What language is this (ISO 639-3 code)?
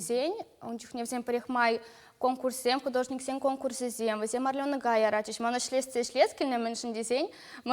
chv